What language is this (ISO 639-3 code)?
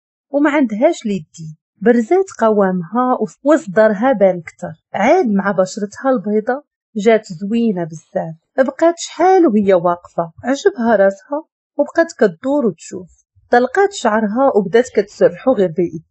ary